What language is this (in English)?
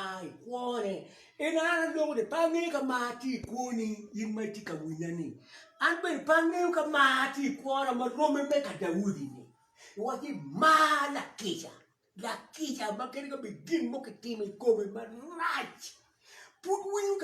Acoli